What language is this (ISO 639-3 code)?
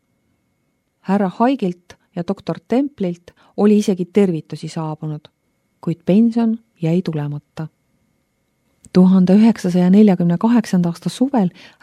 est